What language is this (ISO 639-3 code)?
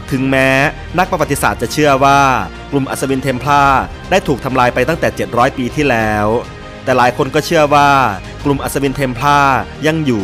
tha